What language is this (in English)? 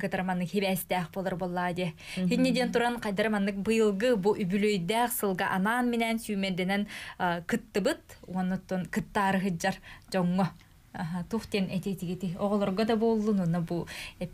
Yakut